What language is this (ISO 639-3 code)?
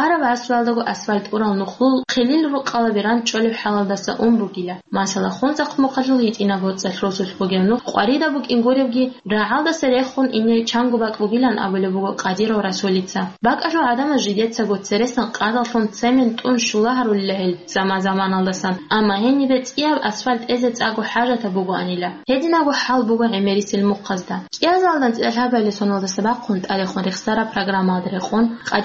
ava